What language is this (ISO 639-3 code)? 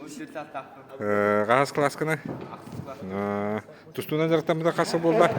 sah